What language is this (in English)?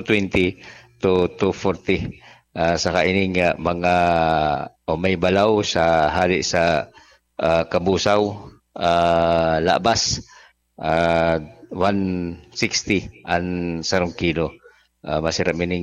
Bikol